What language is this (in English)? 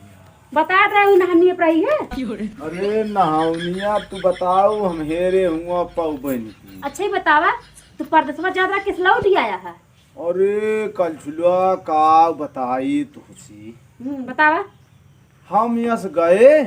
Awadhi